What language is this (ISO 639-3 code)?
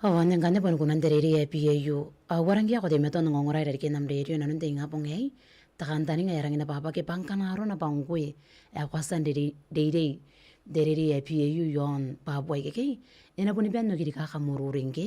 gil